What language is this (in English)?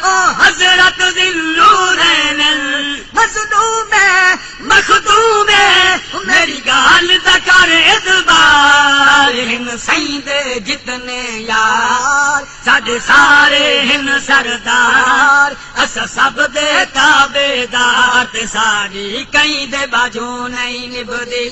Saraiki